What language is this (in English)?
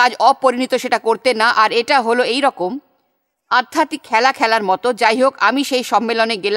Bangla